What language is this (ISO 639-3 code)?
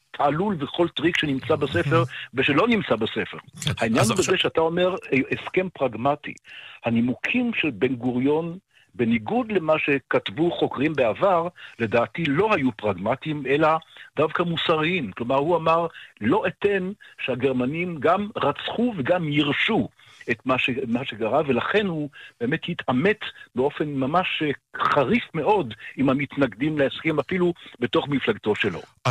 heb